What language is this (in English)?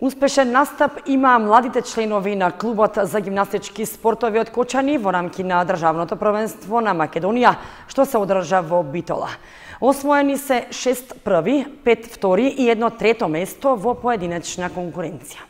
Macedonian